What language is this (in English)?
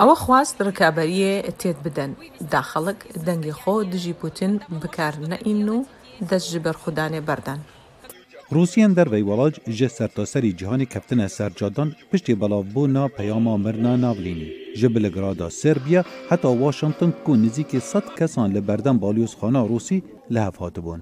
Kurdish